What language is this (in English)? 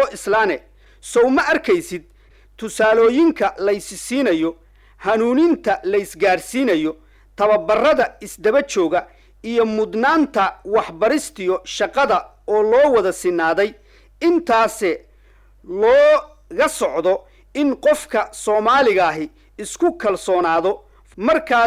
Somali